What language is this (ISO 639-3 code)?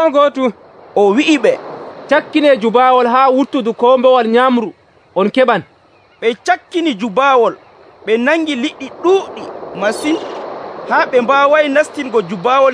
fuv